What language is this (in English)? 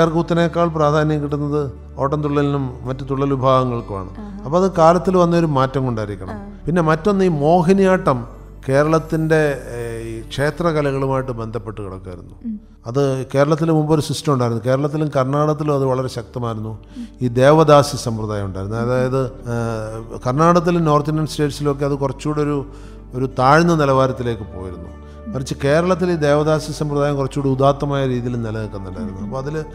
Malayalam